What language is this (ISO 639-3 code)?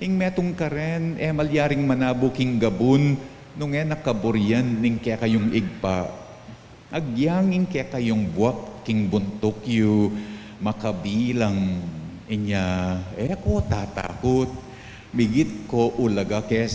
pam